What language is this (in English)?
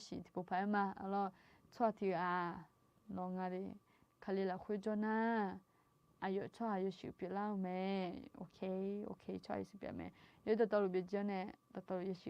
Akha